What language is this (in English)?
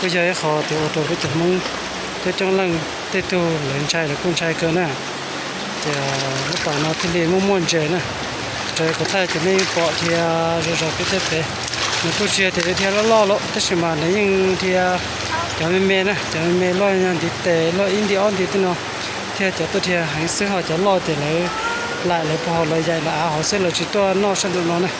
Hmong